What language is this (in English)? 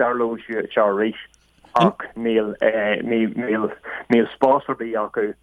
Irish